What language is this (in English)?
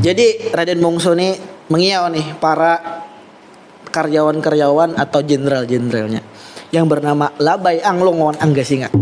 Banjar